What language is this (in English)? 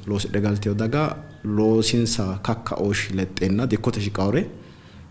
Sidamo